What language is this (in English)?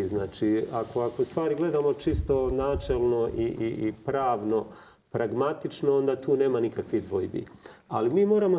Croatian